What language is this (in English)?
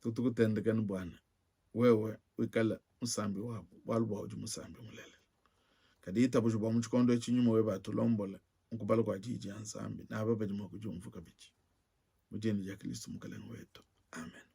Luba-Lulua